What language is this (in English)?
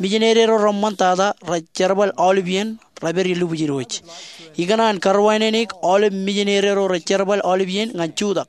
Marshallese